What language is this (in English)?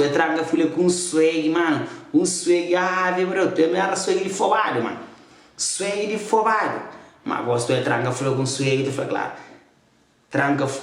Kabuverdianu